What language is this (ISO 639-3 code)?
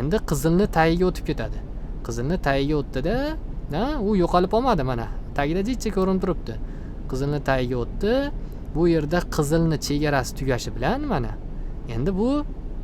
uzb